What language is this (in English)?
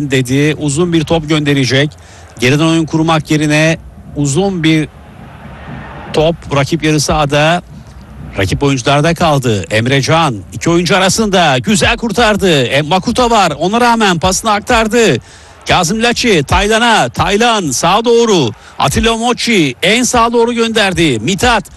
Turkish